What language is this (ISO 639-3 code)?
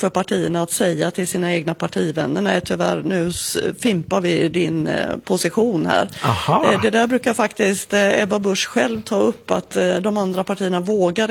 swe